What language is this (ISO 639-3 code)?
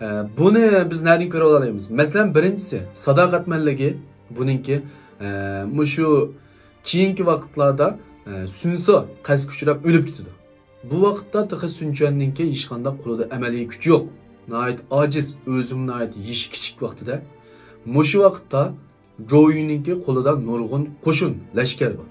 uig